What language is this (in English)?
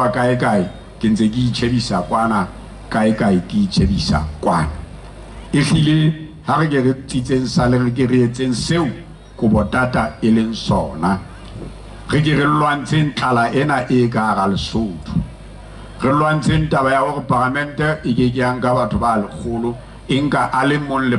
Southern Sotho